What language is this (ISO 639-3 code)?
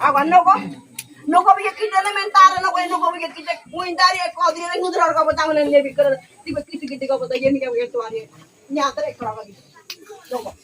gym